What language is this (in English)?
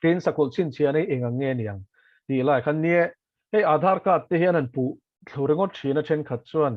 Mizo